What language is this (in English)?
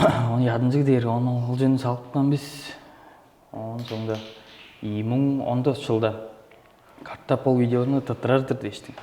Tuvinian